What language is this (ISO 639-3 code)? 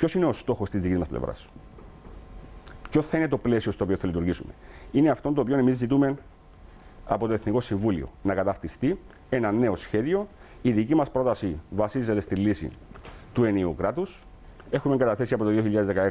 ell